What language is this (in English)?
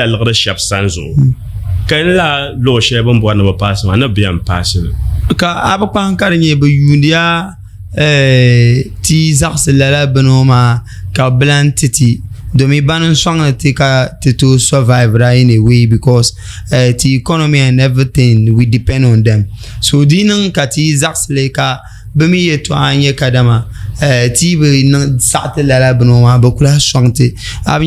Dagbani